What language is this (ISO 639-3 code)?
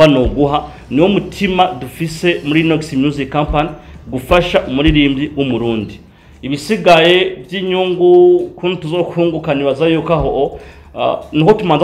run